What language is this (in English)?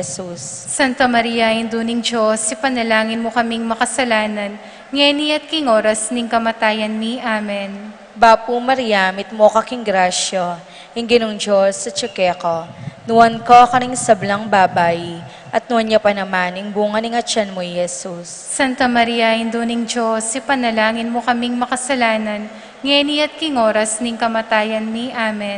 Pampanga